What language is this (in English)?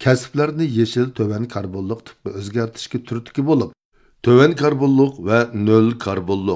Uyghur